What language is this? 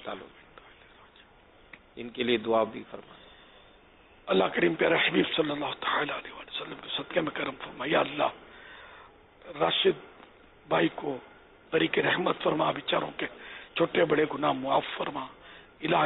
Urdu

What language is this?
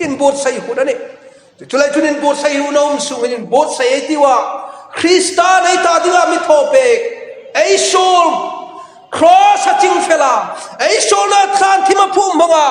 Hmar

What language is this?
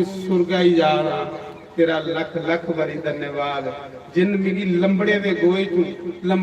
Dogri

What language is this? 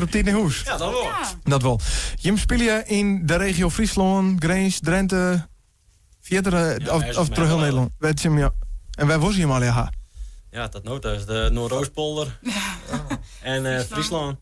Western Frisian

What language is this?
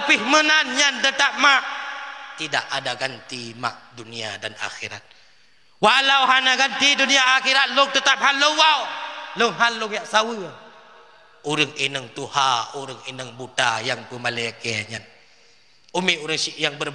Achinese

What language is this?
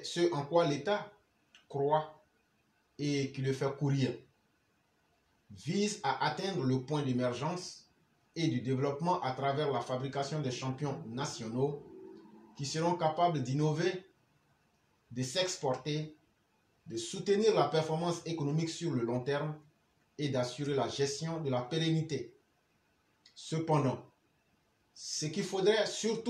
French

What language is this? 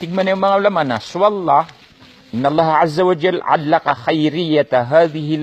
Maranao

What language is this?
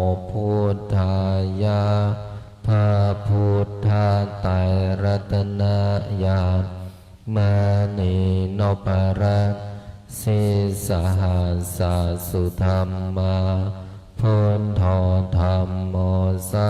Pali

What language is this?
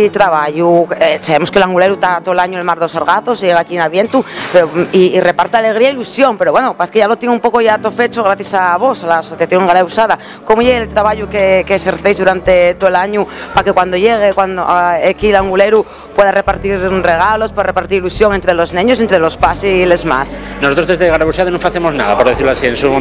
Asturian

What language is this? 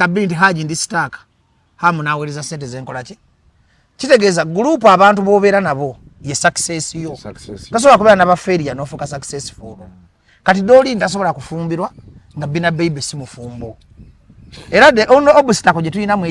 Ganda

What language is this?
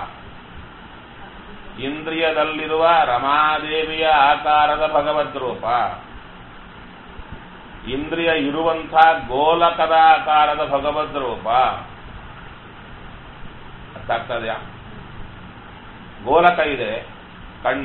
Kannada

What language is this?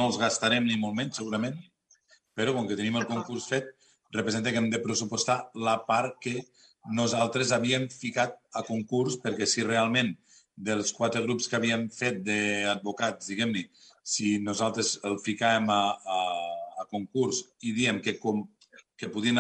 Catalan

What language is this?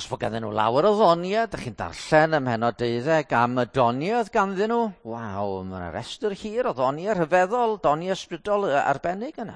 Welsh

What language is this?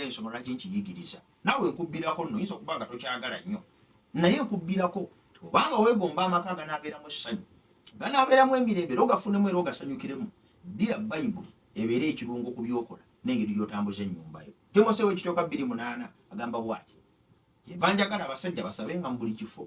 Ganda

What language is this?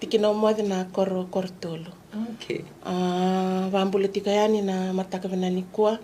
Fijian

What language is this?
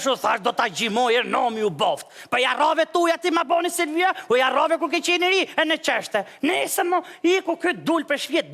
Albanian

